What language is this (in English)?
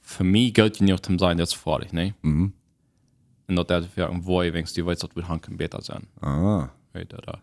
Plautdietsch